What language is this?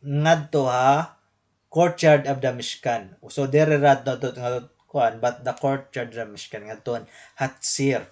Waray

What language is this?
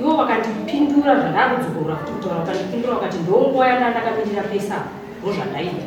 Shona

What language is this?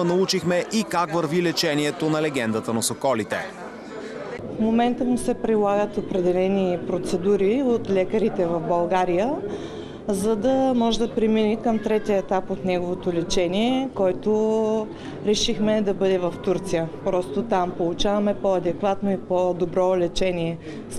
Bulgarian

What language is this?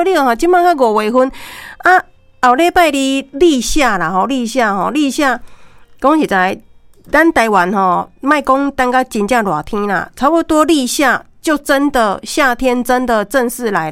Min Nan Chinese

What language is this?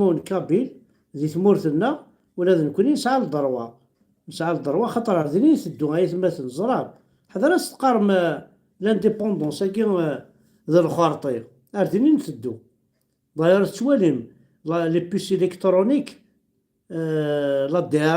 Kabyle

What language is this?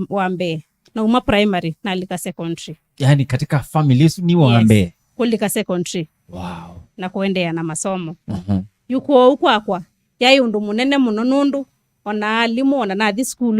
Kamba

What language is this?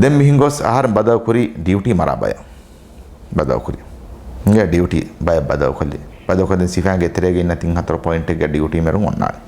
Divehi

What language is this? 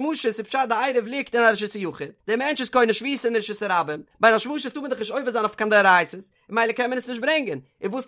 Yiddish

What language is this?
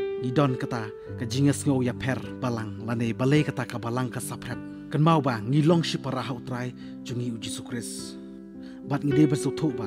Khasi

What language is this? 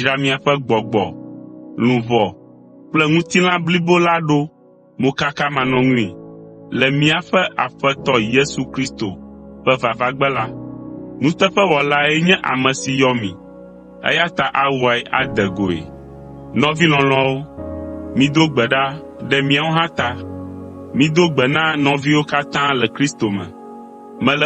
Ewe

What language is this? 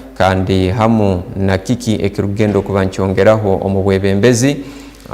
Tooro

